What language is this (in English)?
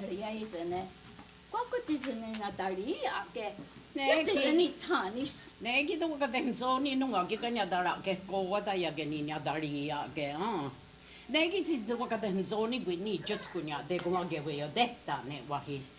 Mohawk